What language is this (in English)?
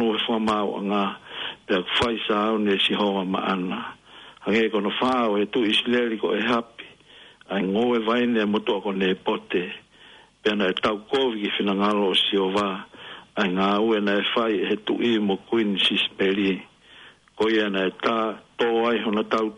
Tongan